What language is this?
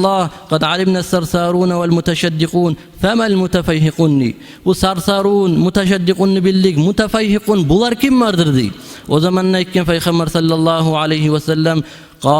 Kumyk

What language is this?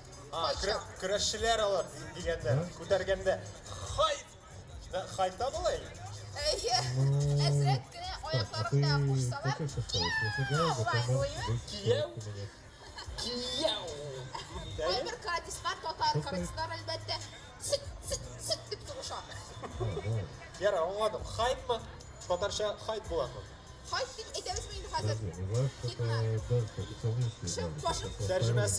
Tatar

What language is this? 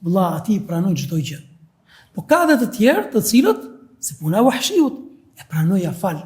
Albanian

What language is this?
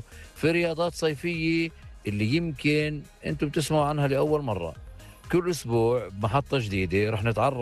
North Levantine Arabic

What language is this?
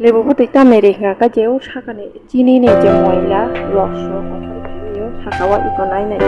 Kok Borok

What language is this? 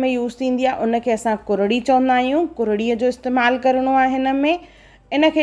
Sindhi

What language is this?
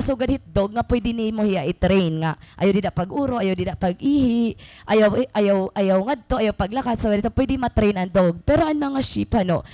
Waray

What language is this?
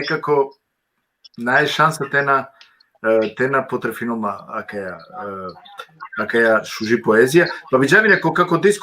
Balkan Romani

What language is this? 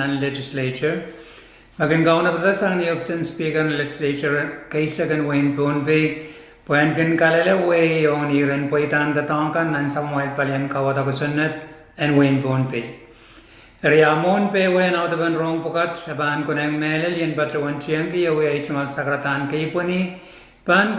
Pohnpeian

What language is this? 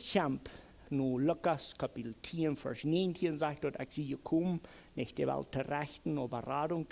Plautdietsch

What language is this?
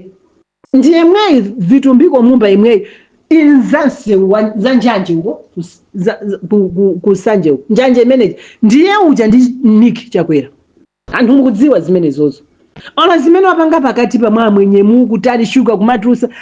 Nyanja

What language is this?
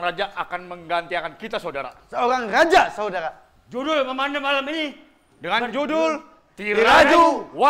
Banjar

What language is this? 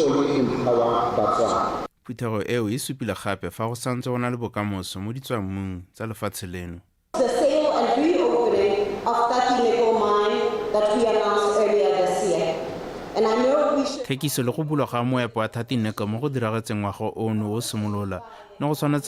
Tswana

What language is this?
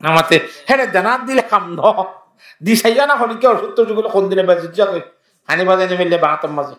Rohingya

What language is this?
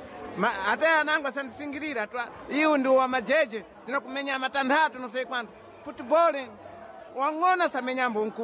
Sena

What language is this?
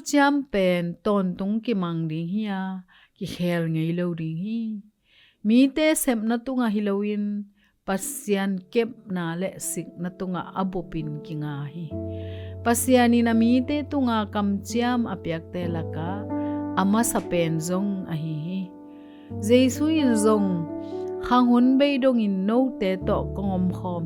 Tedim Chin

